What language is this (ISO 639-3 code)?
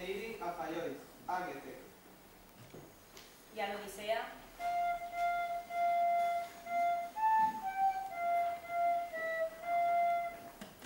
cat